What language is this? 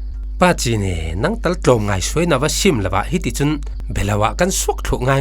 Falam Chin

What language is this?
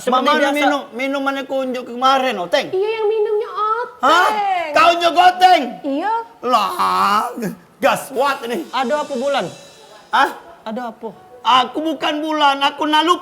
Musi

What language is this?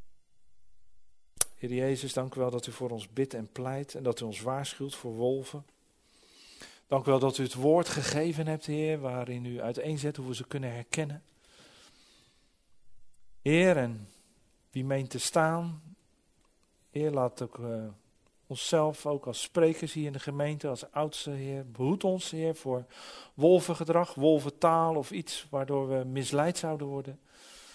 Dutch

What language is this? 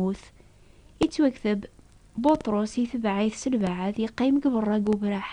Kabyle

